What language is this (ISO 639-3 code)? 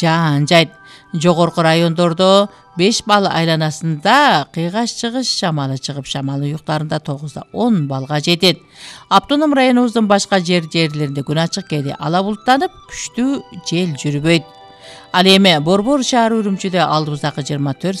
kir